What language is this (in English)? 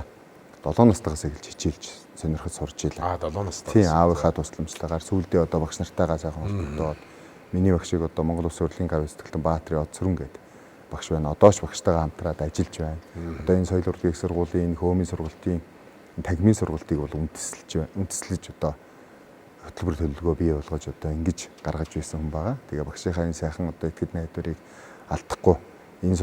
Mongolian